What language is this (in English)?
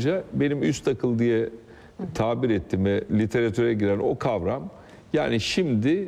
Turkish